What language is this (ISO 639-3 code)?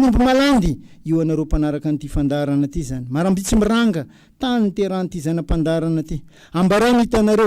mlg